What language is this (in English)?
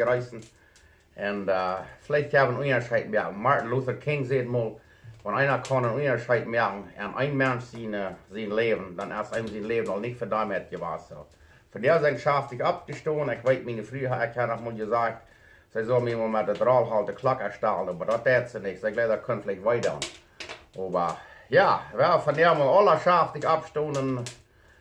Plautdietsch